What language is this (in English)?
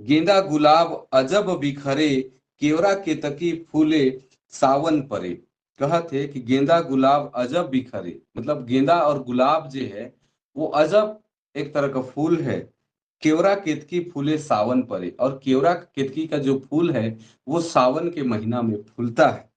Sadri